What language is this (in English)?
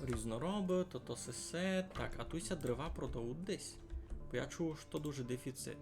Rusyn